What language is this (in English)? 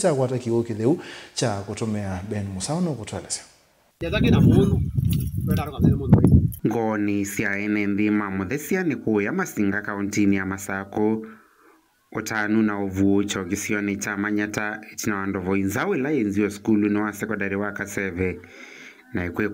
Kamba